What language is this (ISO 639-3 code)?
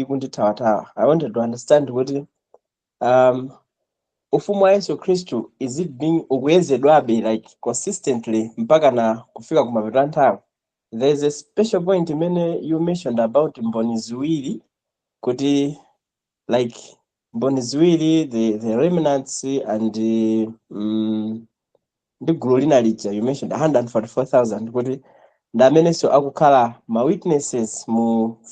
nya